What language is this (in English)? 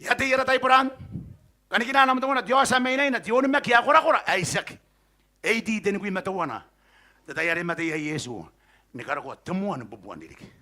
Gilbertese